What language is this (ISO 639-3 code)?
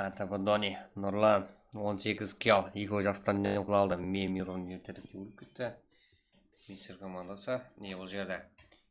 kaa